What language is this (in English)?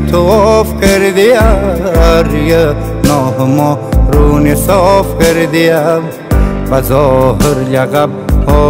Persian